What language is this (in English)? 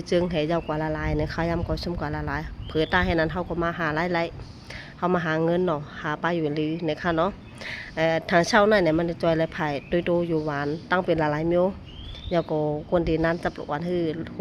Shan